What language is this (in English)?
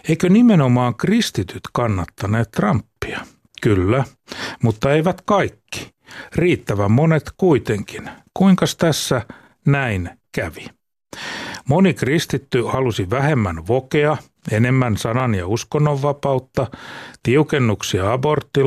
Finnish